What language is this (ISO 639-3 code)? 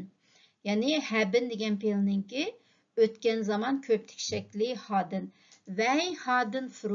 uig